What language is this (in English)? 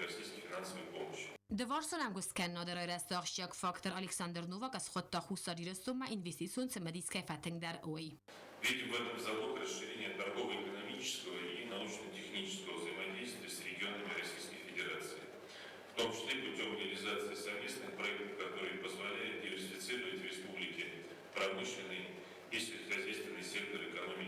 Ossetic